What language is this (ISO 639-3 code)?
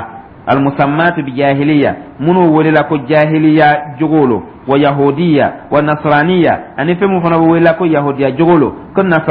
dyu